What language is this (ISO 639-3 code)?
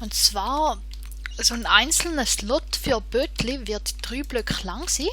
gsw